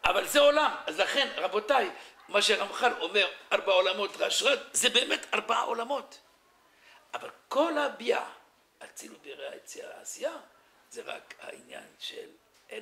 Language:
Hebrew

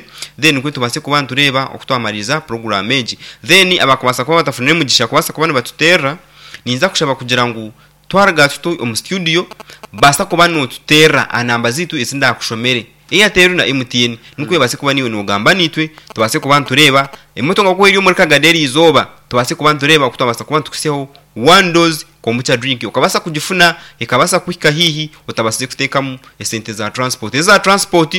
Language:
Nyankole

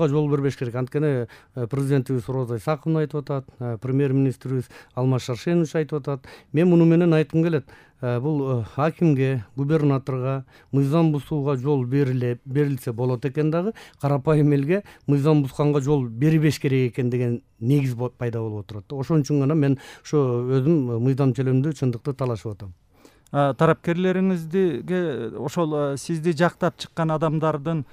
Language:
Kyrgyz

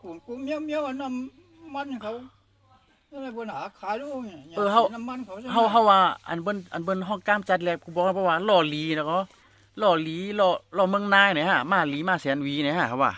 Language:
Shan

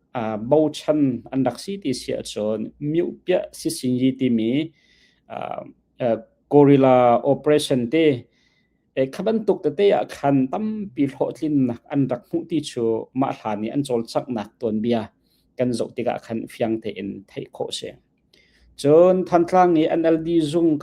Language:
Hakha Chin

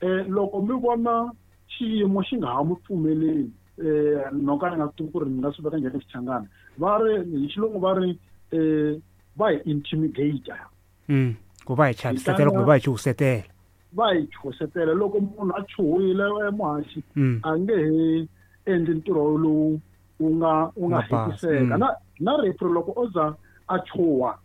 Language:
Tsonga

